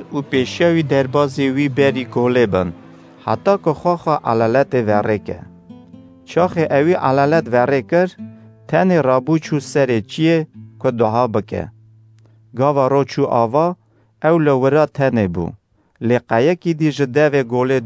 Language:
Kurdish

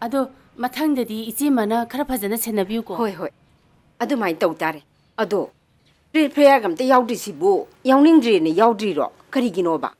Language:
Manipuri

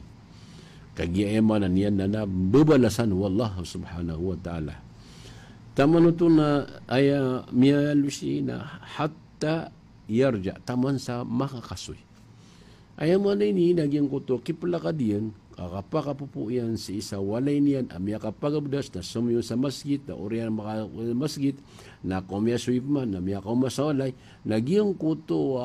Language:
Maranao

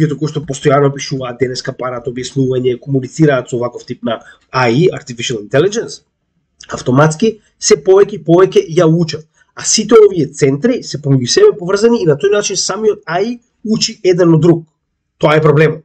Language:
Macedonian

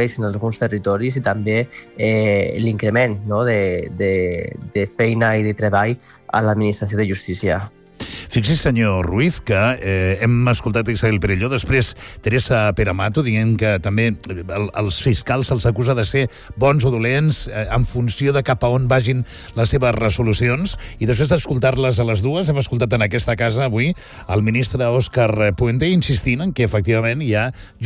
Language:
Catalan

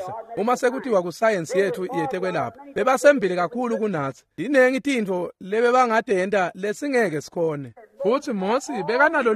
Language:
Swati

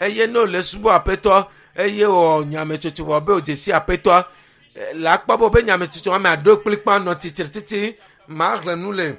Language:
Ewe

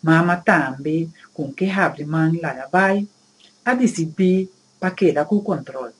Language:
Papiamento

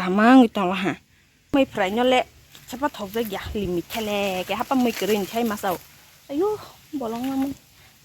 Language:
Kok Borok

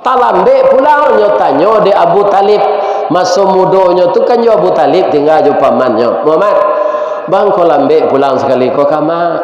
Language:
Minangkabau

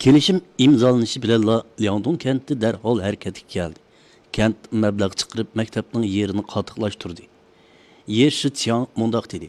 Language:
Uyghur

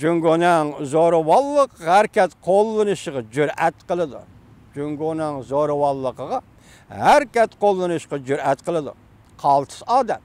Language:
Uyghur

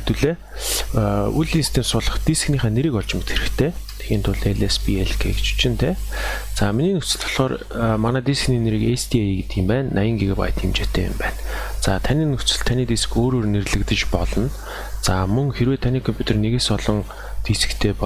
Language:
Mongolian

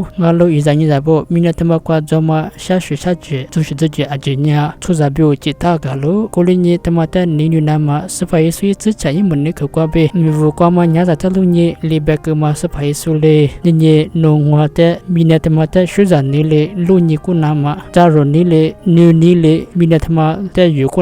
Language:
Lisu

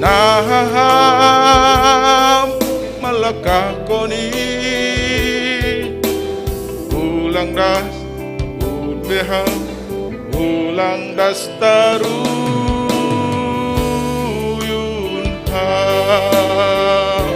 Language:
Batak Simalungun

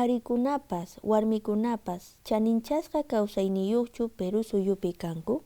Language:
Quechua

